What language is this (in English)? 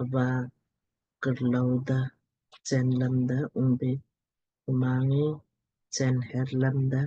Lamkang